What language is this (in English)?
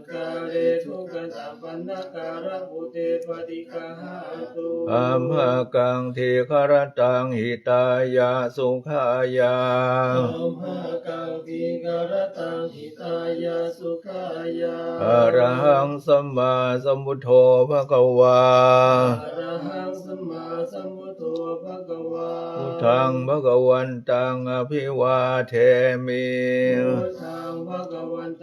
Pali